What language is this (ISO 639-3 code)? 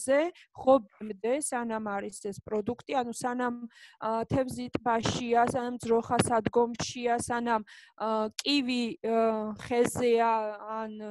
kat